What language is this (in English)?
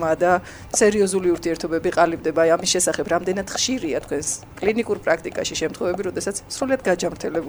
Georgian